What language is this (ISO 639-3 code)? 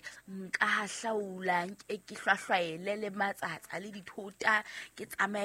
sot